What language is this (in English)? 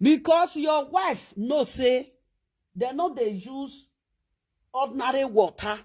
Nigerian Pidgin